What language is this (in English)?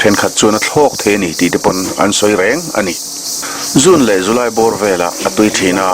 Mizo